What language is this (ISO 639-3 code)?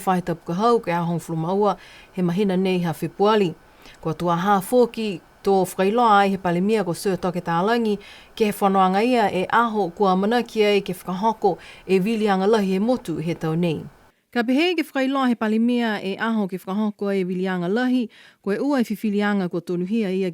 niu